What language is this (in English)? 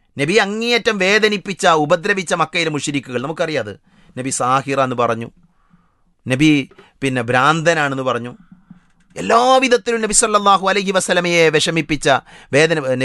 Malayalam